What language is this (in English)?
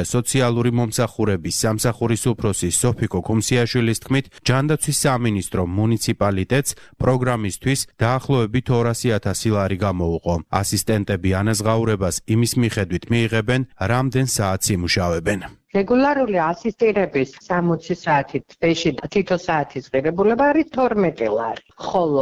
Georgian